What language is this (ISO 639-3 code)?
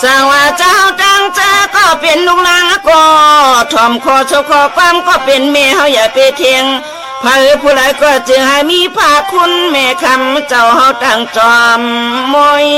shn